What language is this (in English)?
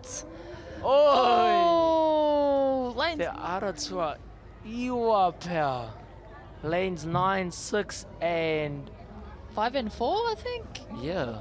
Māori